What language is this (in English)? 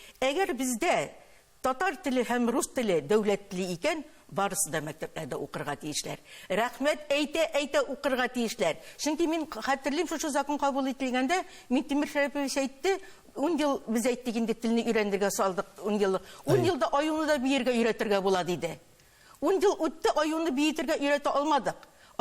Tatar